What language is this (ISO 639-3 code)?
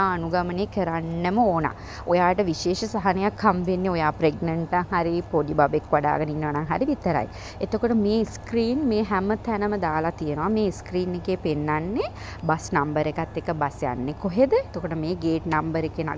sin